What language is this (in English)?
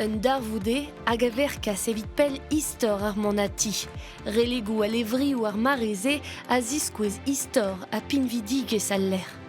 Breton